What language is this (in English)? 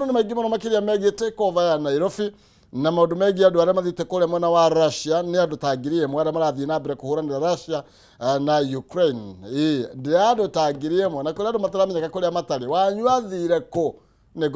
Kikuyu